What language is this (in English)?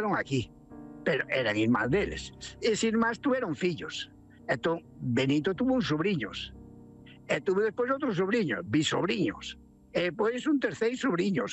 Galician